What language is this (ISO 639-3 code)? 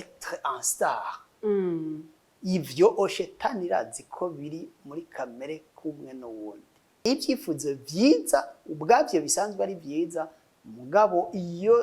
run